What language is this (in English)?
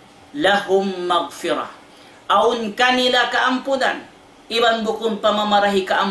Tausug